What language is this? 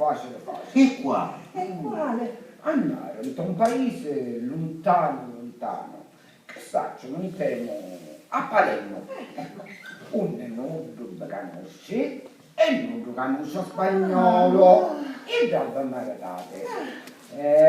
Sicilian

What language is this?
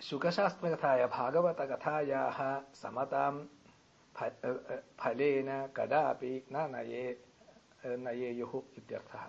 Sanskrit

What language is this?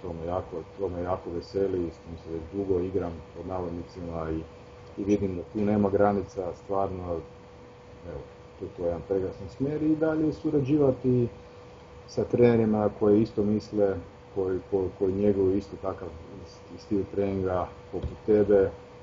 Croatian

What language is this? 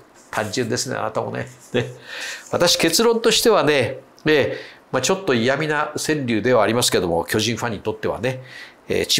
Japanese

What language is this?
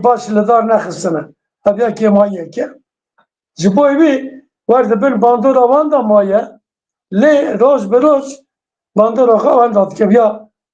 Kurdish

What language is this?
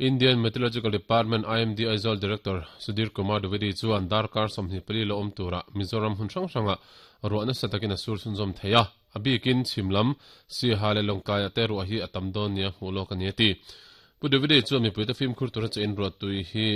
Mizo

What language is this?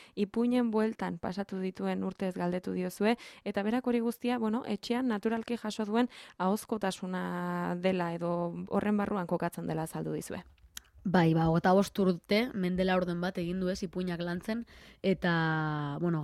Basque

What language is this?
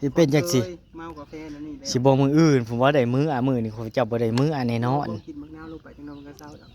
Northeastern Thai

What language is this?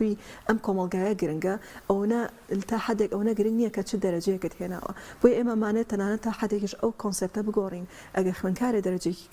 Central Kurdish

